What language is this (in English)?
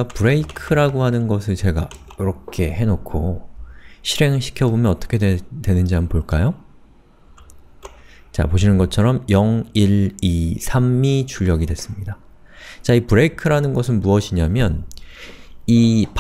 Korean